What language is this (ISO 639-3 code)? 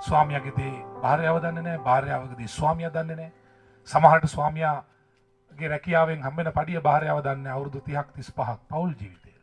sin